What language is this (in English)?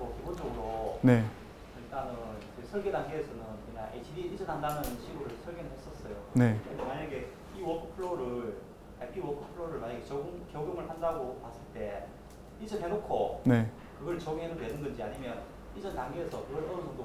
Korean